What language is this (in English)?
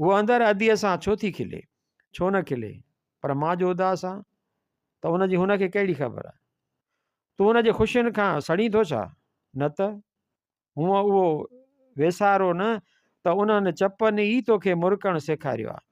Sindhi